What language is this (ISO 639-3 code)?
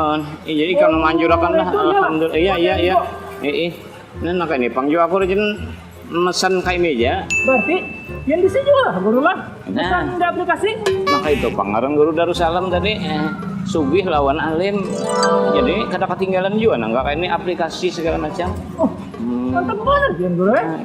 bjn